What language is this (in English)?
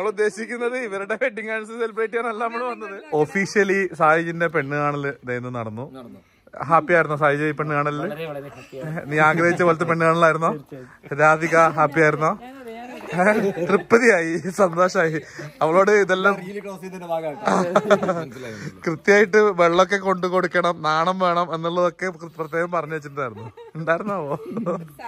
Malayalam